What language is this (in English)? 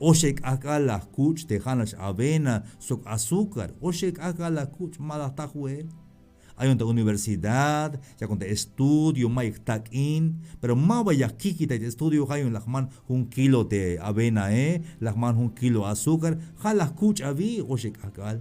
Tzeltal